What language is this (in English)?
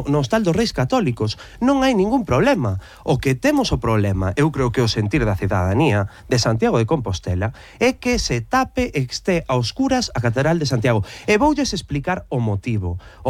Galician